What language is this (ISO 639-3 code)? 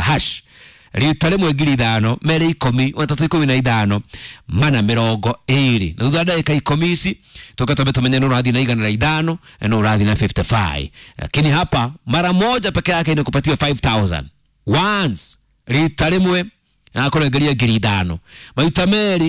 kik